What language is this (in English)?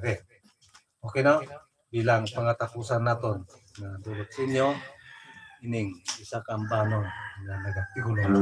Hiligaynon